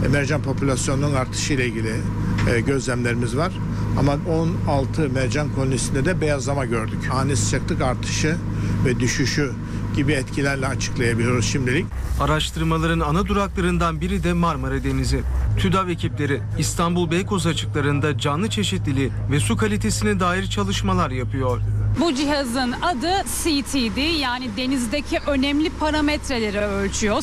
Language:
Turkish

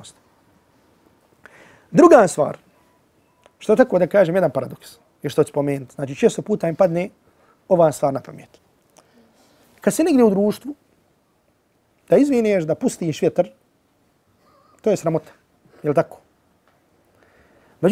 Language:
Bosnian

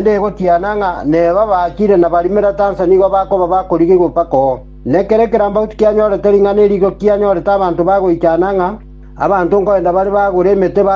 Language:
Gusii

